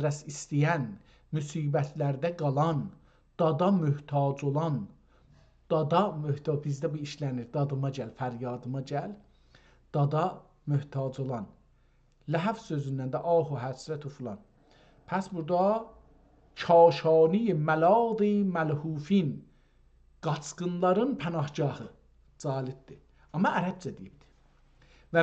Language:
South Azerbaijani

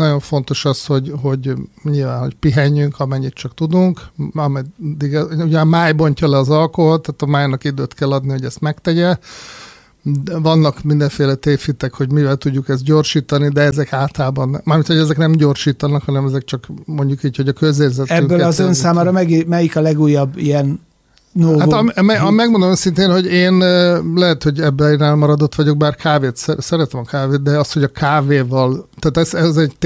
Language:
Hungarian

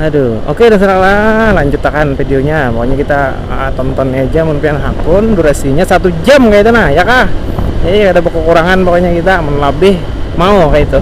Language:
Banjar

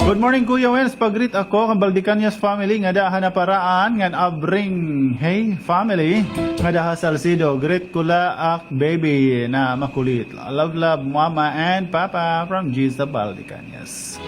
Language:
Waray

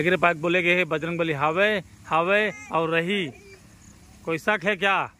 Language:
Chhattisgarhi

